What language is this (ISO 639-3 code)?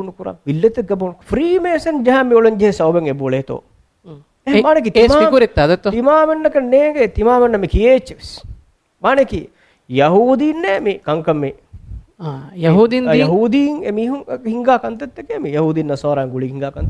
div